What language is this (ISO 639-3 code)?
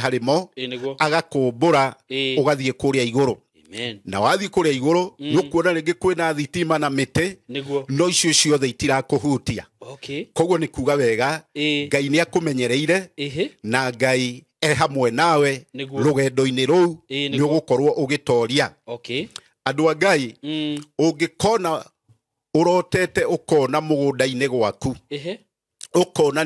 kik